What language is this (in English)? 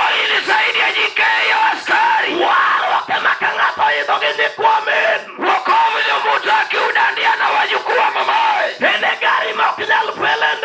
Luo (Kenya and Tanzania)